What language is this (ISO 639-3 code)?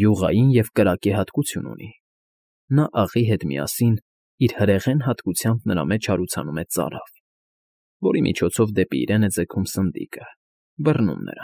hye